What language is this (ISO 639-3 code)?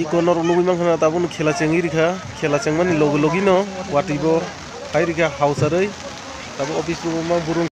trp